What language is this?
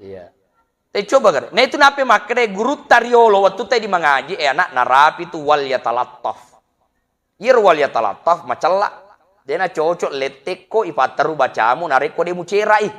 Buginese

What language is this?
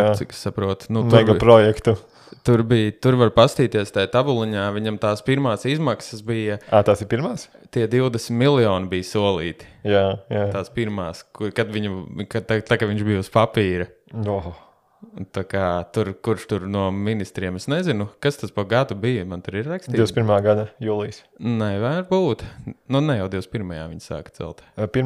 Latvian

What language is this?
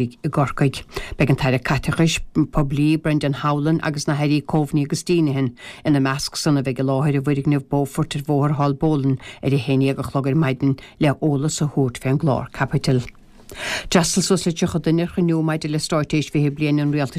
Irish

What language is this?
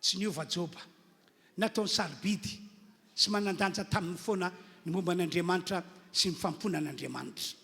Malagasy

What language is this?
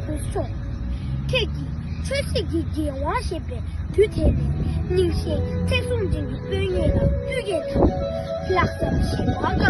Tibetan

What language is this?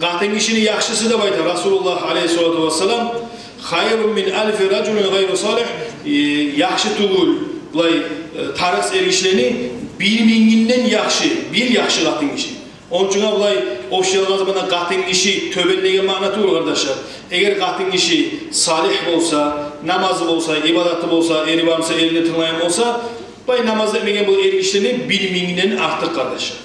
Kumyk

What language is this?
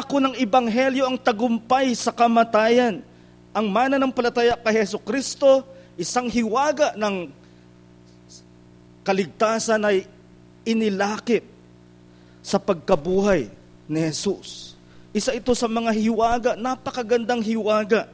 Filipino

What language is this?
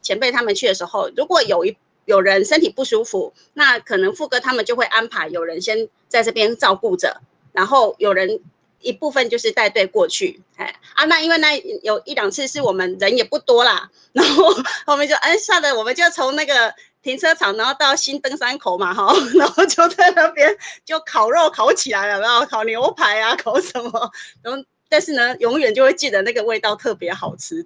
Chinese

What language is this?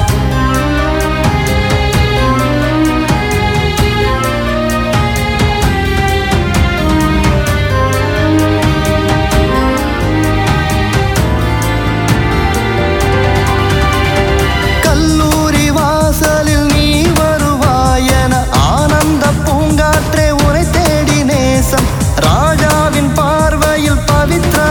Tamil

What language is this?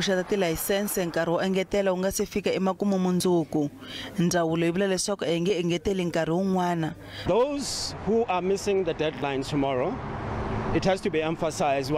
Tsonga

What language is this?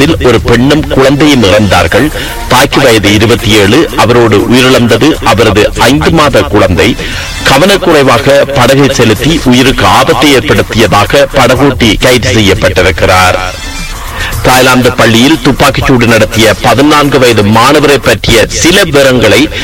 Tamil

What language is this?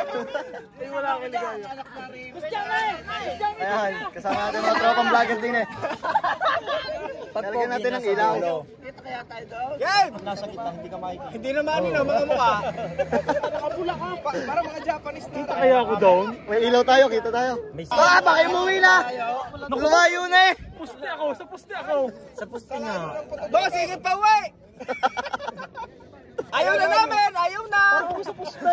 Filipino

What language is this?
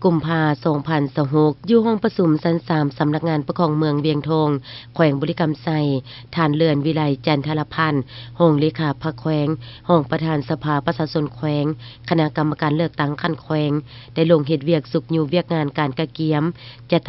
Lao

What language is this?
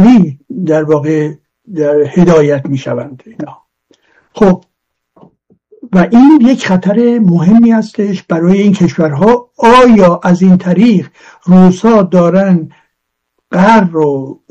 Persian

